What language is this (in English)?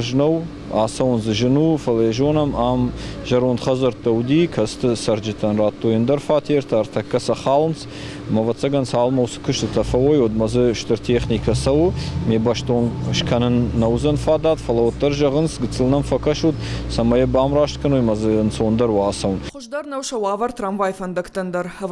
Ossetic